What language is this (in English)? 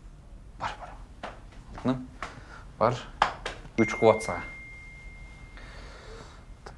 Kyrgyz